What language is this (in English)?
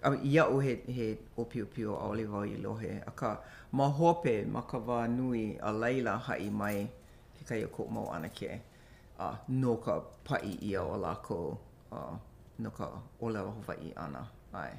Hawaiian